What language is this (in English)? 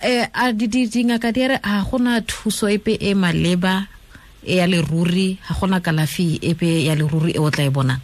Tswana